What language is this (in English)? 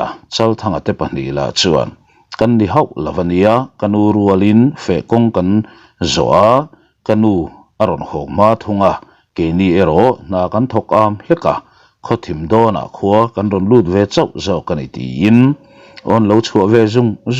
Mizo